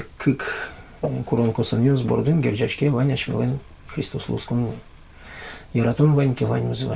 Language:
Udmurt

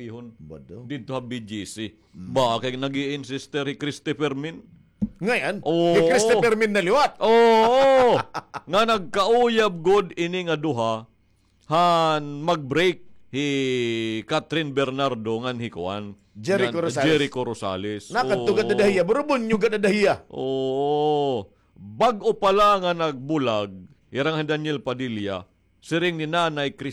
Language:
Waray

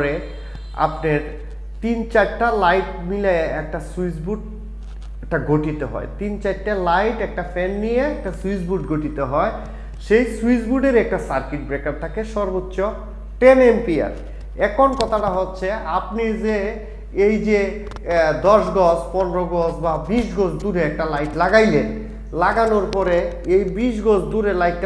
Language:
Bangla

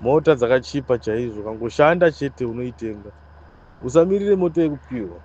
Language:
Shona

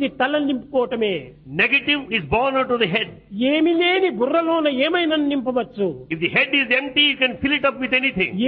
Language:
Telugu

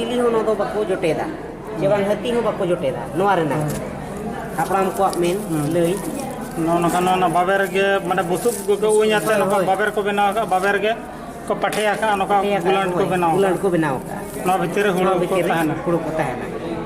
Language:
Santali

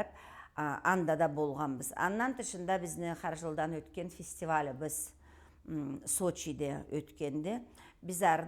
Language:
Karachay-Balkar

